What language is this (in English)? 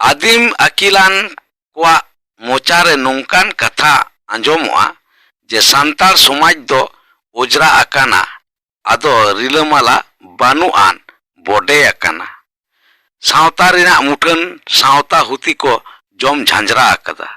Santali